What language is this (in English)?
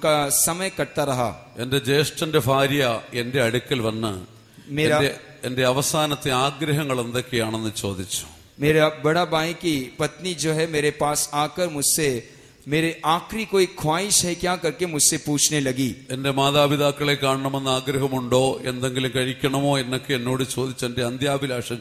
Malayalam